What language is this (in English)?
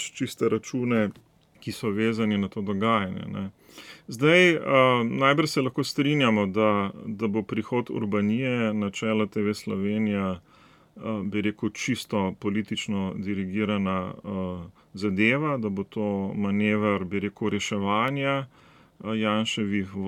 Slovenian